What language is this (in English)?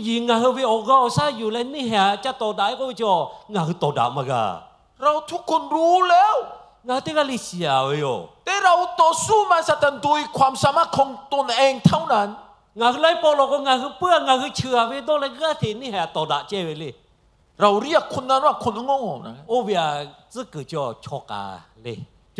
Lahu